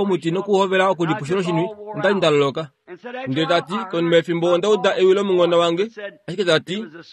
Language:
Kuanyama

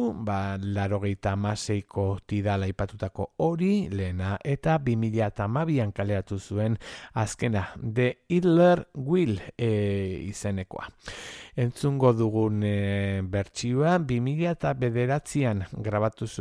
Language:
Basque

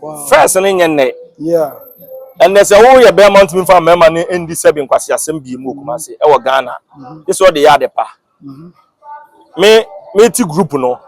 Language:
Akan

